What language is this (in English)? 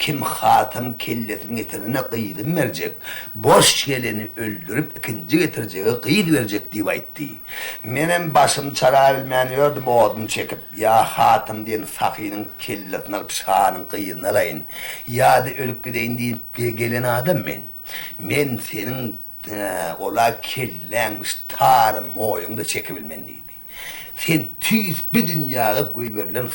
Turkmen